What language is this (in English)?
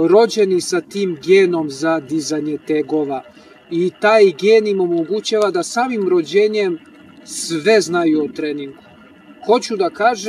Serbian